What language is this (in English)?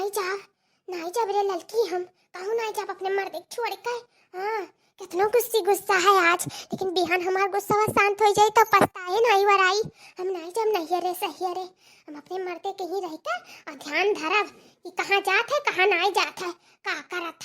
Awadhi